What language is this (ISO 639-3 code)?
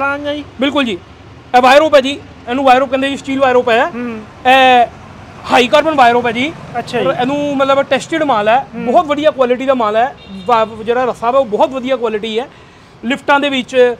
pan